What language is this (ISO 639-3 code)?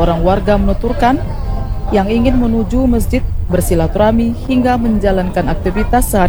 ind